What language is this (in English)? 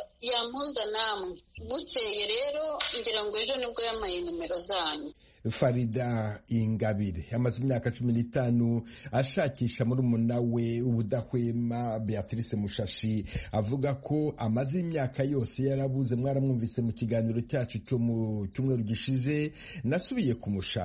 Kinyarwanda